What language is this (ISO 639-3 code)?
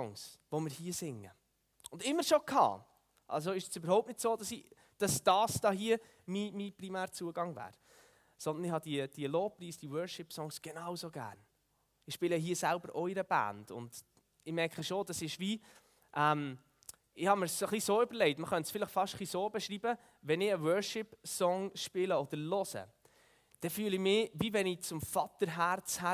gsw